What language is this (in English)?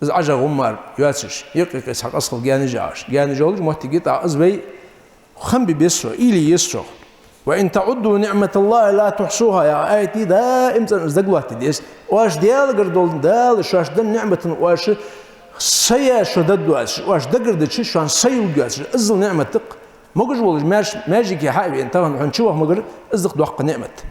Ingush